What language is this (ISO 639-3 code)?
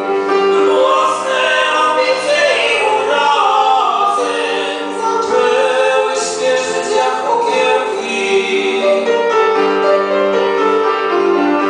pol